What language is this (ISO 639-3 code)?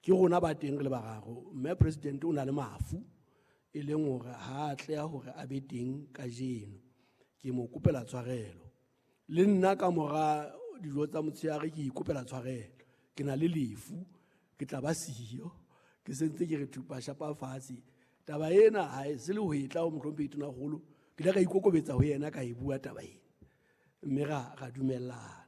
sot